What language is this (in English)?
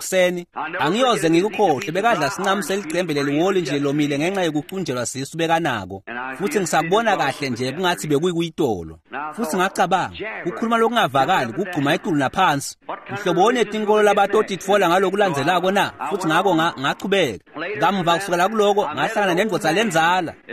Swati